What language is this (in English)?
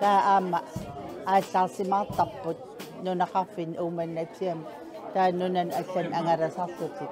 Kalaallisut